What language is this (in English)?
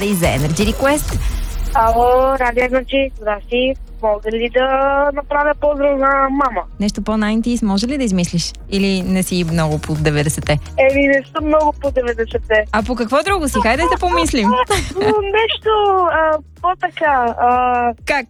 Bulgarian